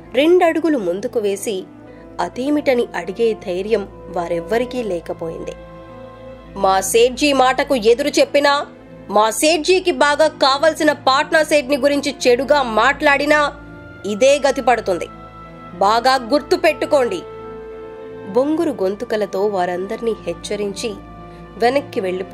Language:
Telugu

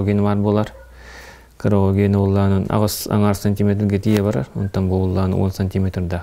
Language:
Yakut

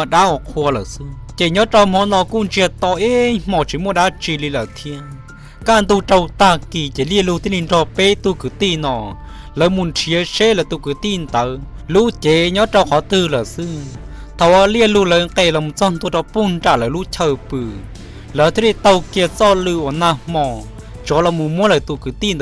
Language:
Hmong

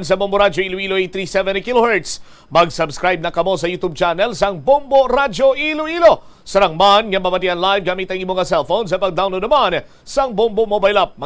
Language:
Hiligaynon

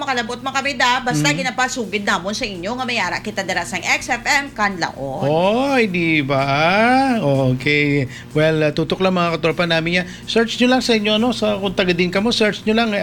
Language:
Hiligaynon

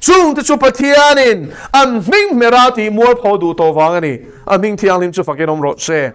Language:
Mizo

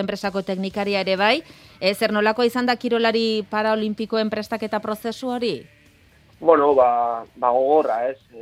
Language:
Basque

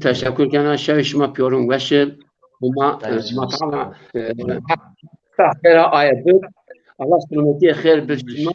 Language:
Zaza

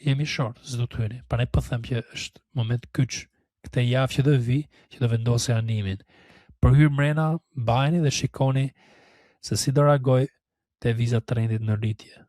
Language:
Albanian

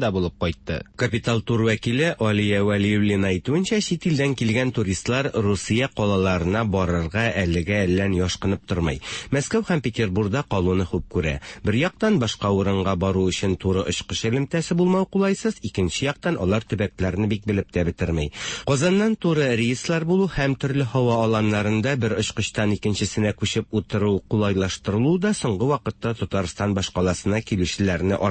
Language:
Tatar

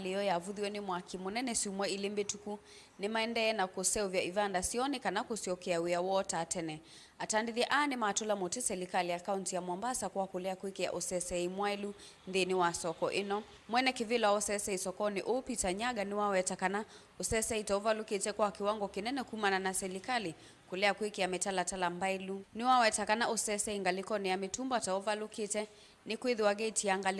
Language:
Kamba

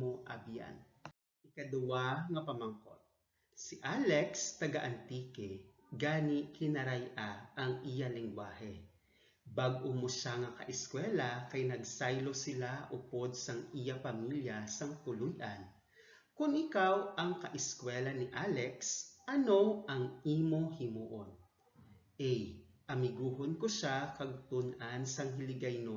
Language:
Hiligaynon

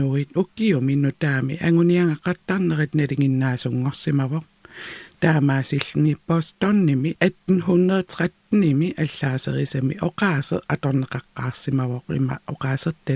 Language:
Kalaallisut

